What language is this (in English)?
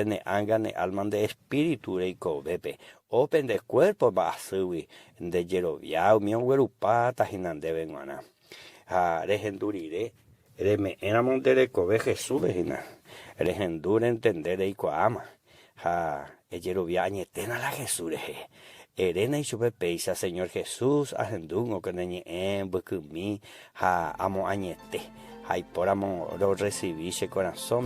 Guarani